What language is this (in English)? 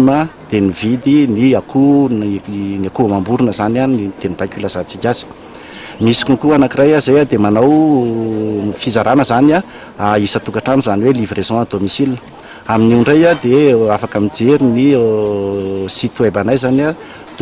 Malagasy